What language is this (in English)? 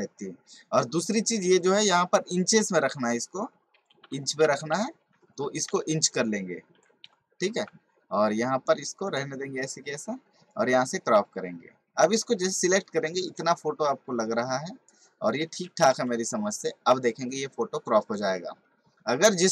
Hindi